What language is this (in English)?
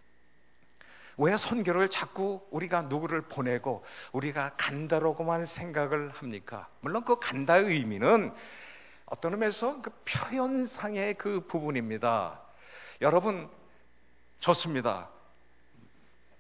Korean